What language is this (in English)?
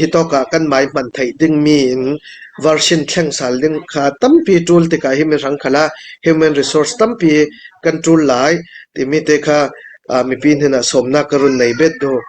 Hakha Chin